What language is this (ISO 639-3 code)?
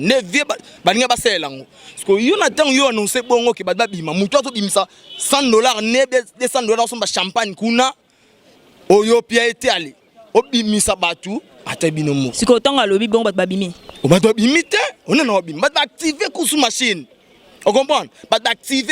lin